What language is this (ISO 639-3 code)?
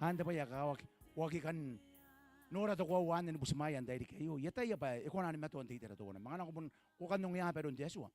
gil